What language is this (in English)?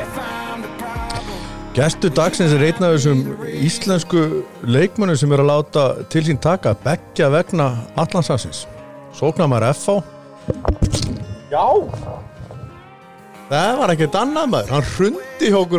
Icelandic